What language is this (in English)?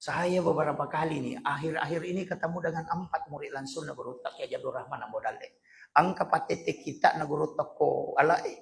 Buginese